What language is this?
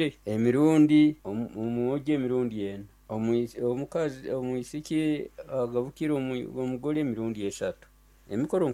Nyoro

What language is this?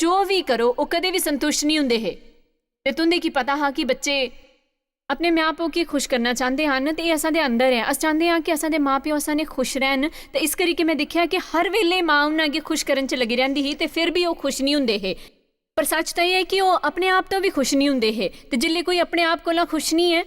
Dogri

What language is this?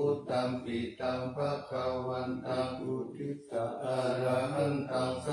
Pali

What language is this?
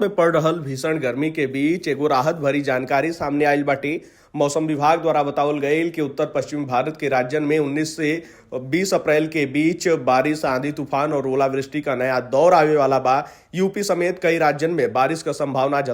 Bhojpuri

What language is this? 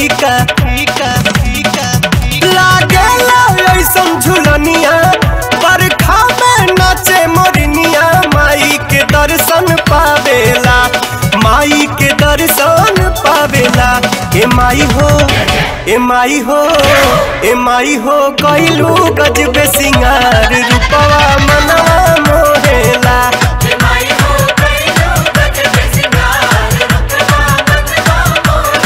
Bhojpuri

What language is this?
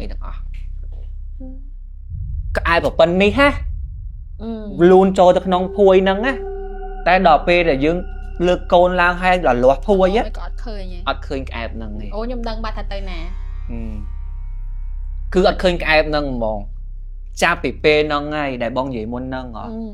Khmer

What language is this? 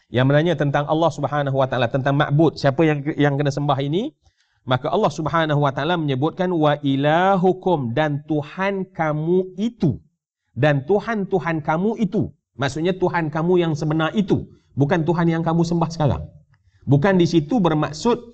Malay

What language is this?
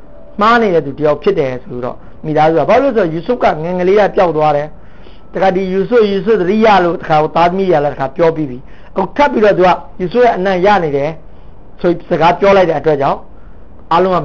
Burmese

